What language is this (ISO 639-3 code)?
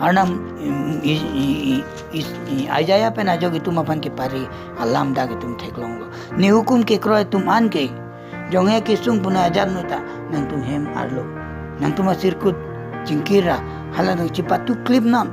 mjw